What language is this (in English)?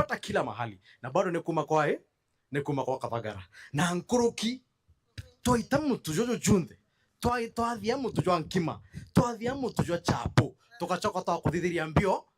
Meru